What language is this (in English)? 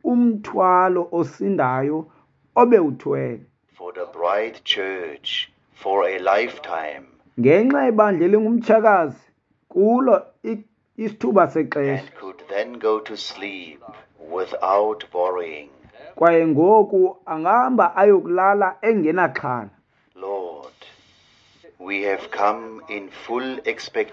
Xhosa